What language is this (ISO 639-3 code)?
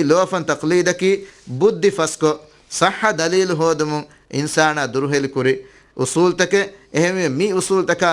div